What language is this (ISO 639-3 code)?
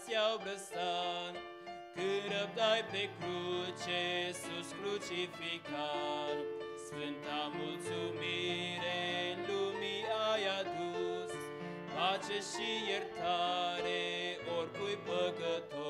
ron